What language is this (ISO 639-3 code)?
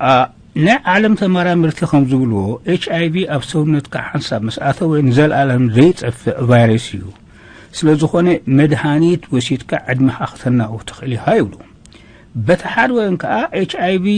tir